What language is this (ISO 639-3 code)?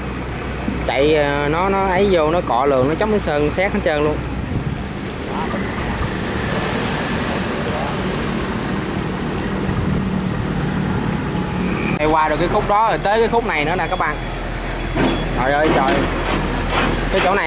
vie